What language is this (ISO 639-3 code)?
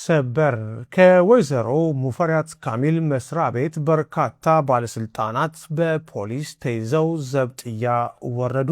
amh